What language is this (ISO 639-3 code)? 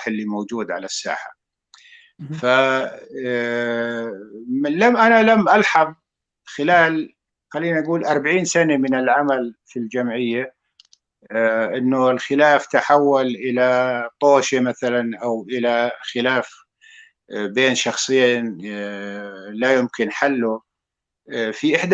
apc